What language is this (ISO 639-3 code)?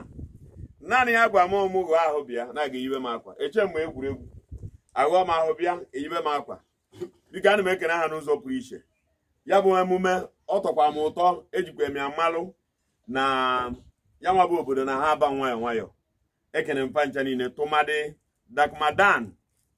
ibo